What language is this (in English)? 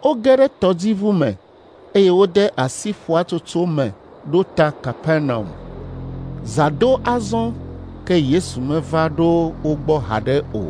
Ewe